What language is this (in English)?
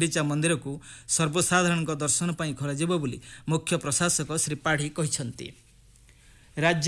Odia